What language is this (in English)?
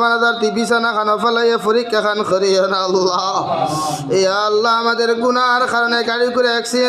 Sylheti